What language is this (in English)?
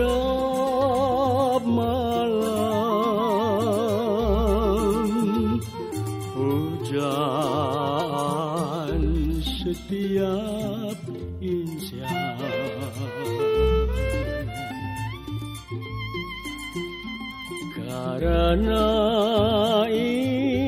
Indonesian